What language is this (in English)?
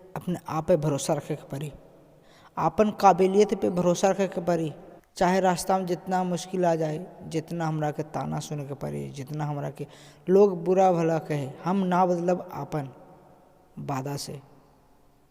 Bhojpuri